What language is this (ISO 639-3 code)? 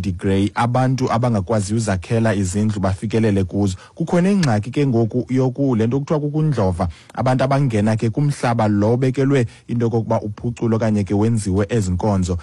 xho